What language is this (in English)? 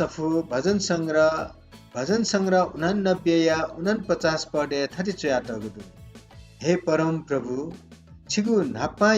Newari